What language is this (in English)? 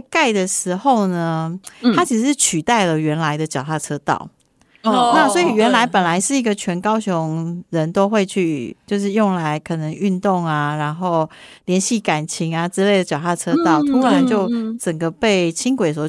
Chinese